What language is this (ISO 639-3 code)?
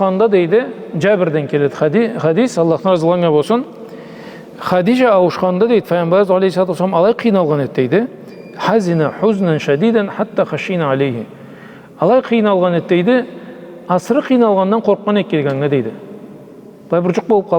krc